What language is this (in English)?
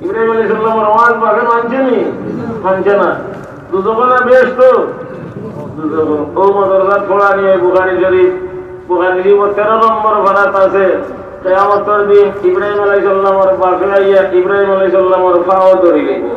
Sylheti